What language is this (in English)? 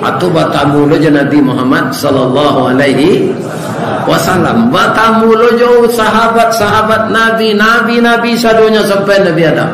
Minangkabau